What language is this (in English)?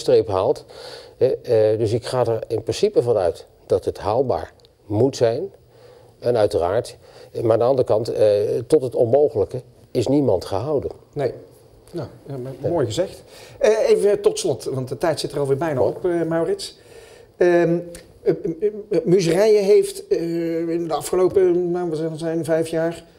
Dutch